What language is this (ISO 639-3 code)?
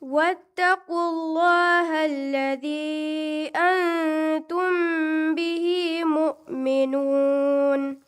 div